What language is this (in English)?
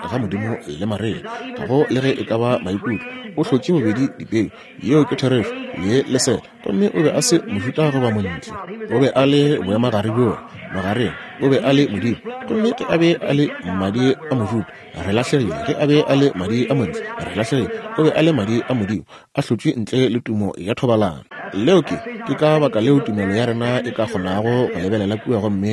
Northern Sotho